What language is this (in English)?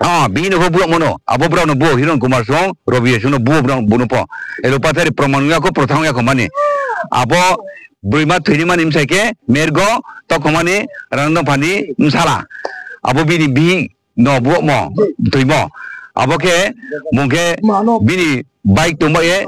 Riang (India)